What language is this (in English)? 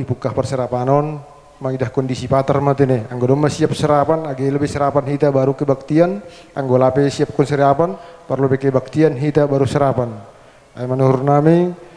Batak Simalungun